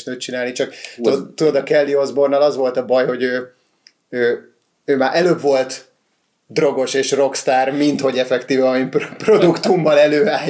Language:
Hungarian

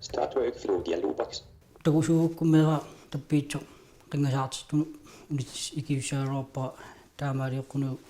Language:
Kalaallisut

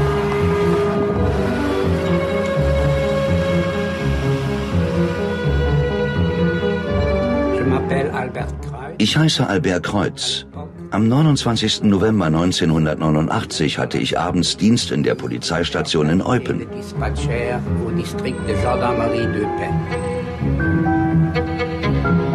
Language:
German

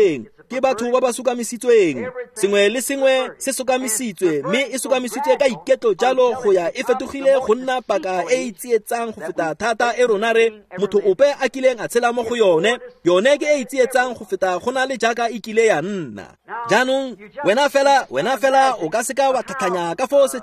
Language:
Tswana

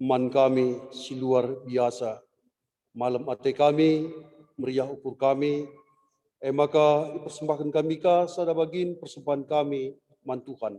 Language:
Batak Karo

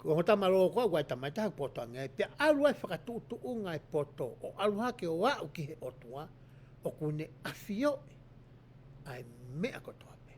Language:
Tongan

